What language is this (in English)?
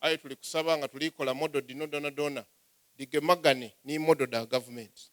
Soga